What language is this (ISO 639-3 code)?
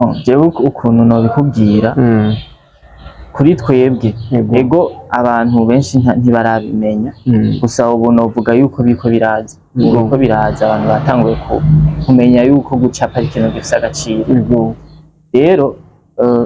run